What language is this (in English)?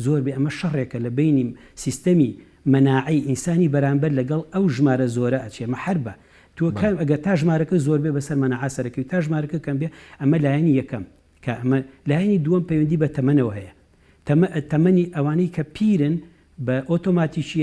Central Kurdish